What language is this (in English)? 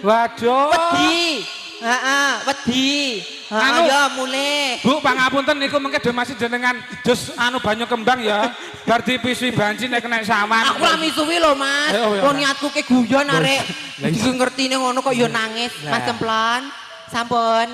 Javanese